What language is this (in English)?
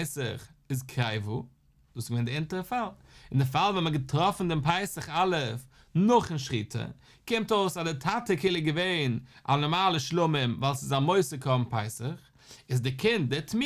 Yiddish